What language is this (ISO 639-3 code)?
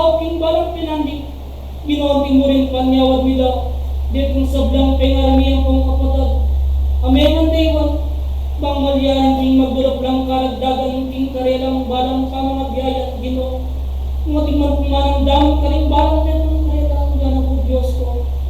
pam